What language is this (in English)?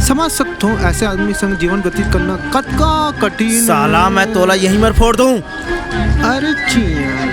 Chhattisgarhi